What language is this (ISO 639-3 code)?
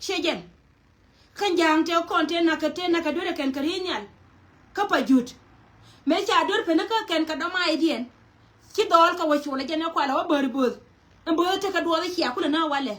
nus